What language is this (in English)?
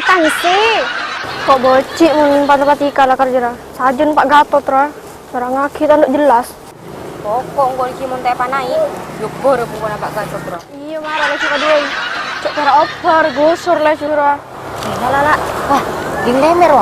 Madurese